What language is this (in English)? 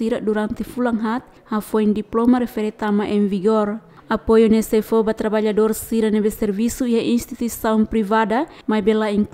Tetum